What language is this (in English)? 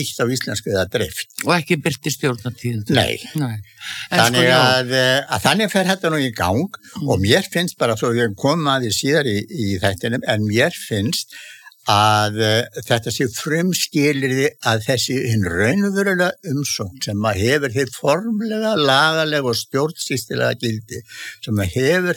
Icelandic